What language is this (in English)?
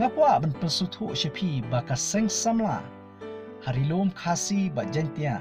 Khasi